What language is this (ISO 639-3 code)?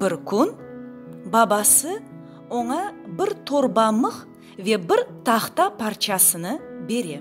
crh